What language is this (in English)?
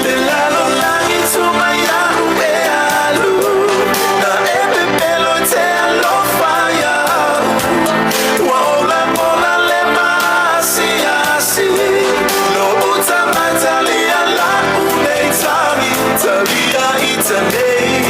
Samoan